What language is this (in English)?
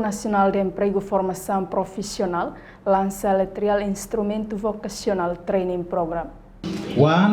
Tetum